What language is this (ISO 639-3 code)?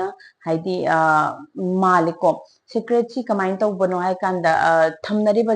mni